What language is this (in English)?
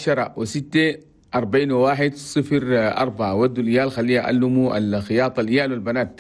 Chadian Arabic